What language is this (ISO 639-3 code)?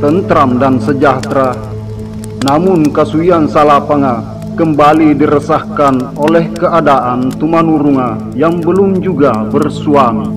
mak